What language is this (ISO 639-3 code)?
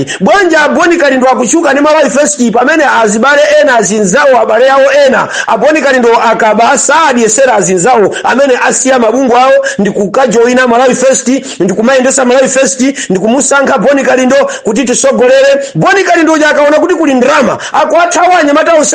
nya